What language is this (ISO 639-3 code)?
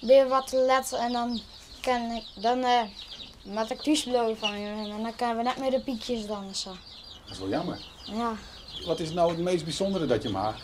fry